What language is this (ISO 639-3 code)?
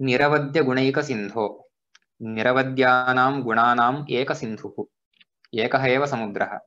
san